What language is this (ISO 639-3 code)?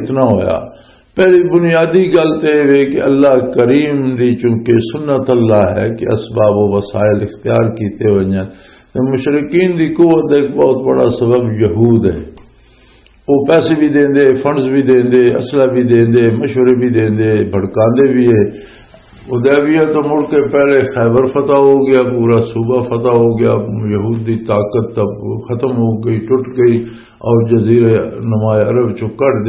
lah